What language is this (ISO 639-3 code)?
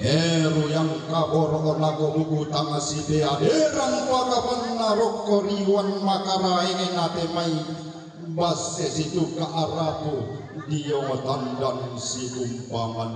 sda